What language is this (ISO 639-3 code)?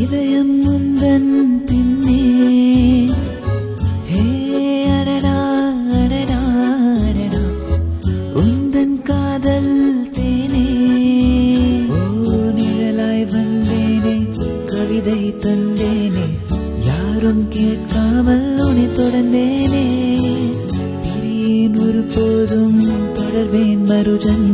tam